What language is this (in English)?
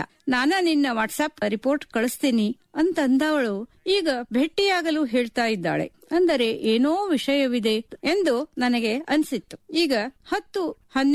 Kannada